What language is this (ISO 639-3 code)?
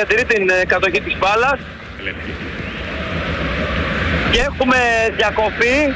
ell